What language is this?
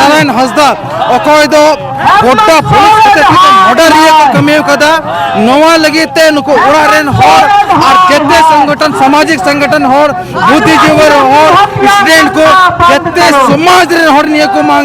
Santali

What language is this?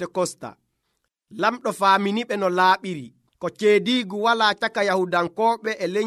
Nigerian Fulfulde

